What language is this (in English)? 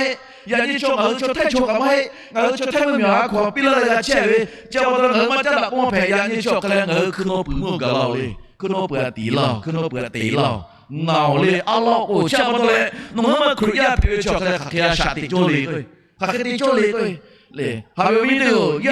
Lahu